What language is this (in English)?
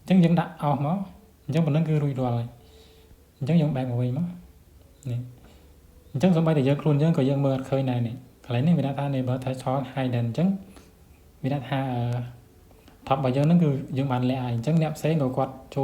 Khmer